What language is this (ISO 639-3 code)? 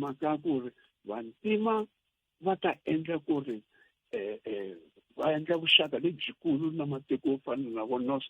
tso